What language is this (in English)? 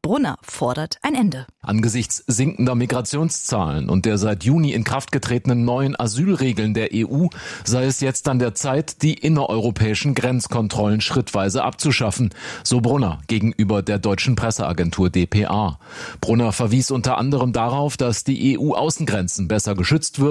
German